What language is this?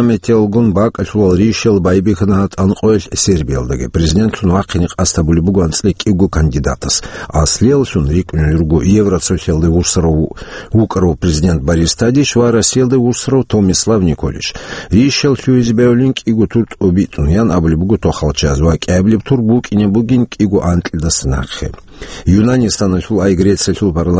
Avaric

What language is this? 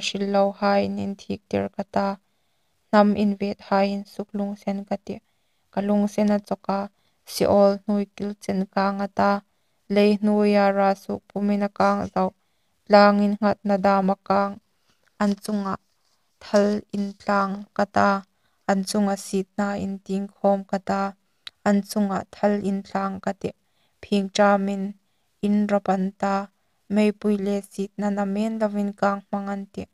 Hmar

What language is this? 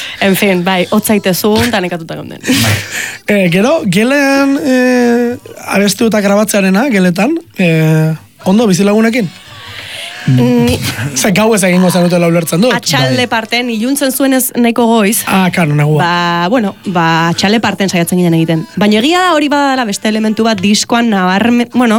Basque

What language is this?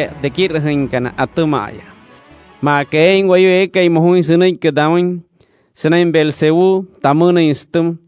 Wayuu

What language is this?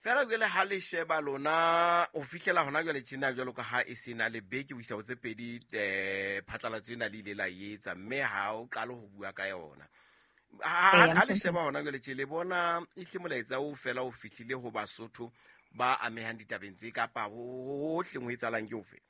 Southern Sotho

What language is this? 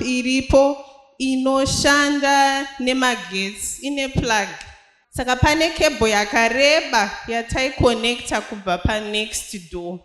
Shona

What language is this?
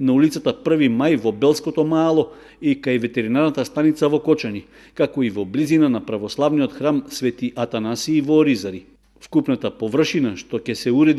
Macedonian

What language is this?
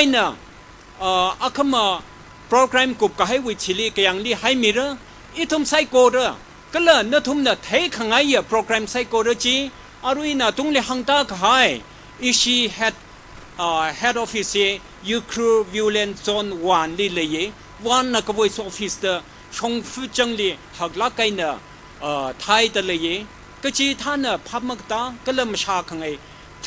Tangkhul Naga (India)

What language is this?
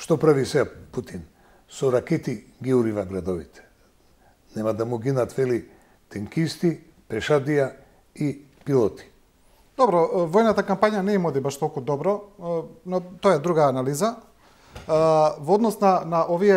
Macedonian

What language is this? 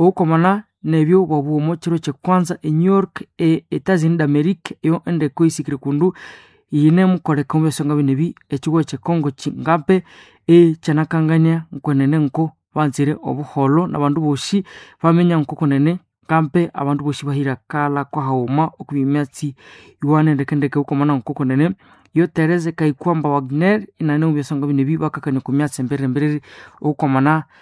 Nande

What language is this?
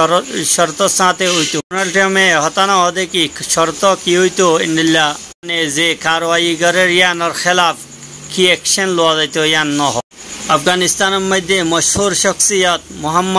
Rohingya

